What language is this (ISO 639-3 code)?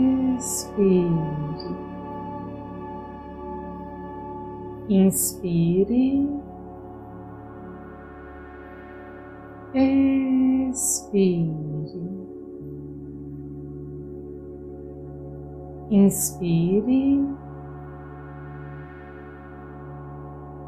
por